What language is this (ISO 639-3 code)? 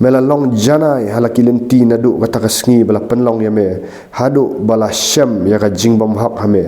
kha